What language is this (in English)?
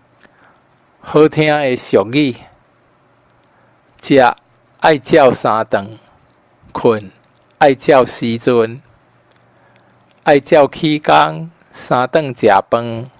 Min Nan Chinese